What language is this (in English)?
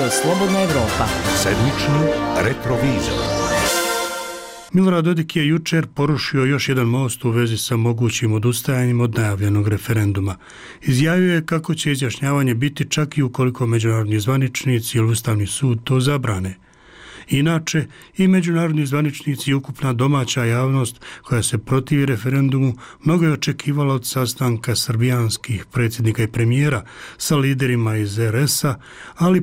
Bosnian